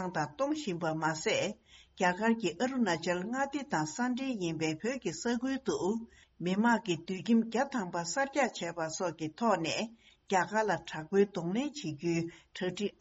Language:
Tibetan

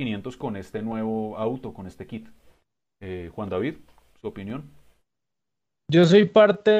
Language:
Spanish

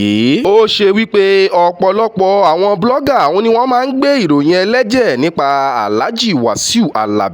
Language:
Yoruba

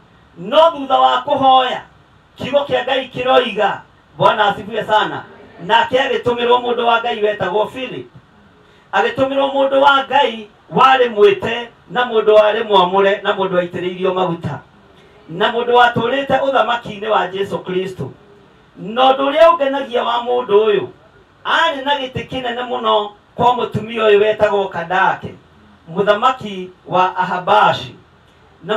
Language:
Kikuyu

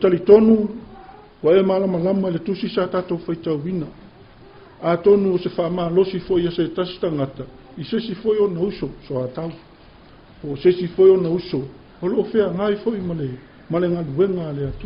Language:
Samoan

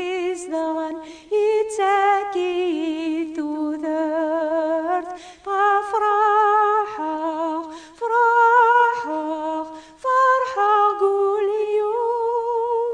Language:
Kabyle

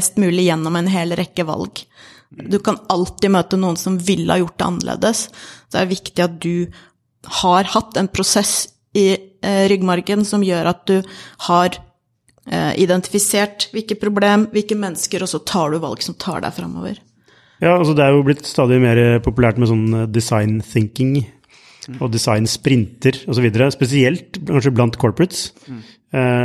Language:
Norwegian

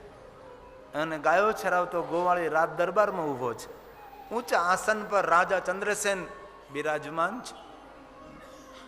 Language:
Gujarati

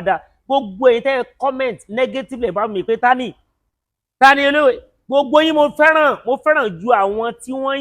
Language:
Yoruba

